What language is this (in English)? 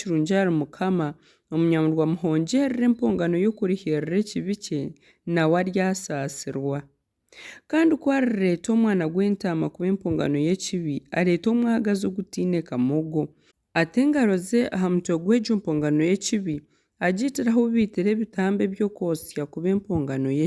Nyankole